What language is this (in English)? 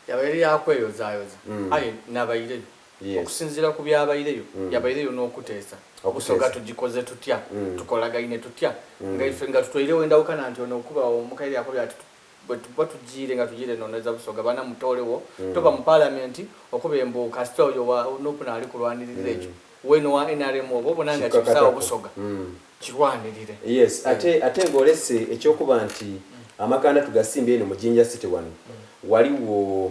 Soga